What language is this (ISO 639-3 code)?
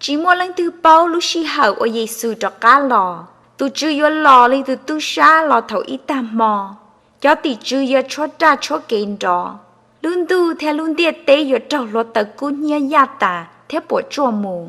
hmn